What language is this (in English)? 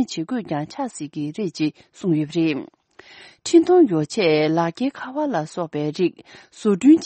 Tibetan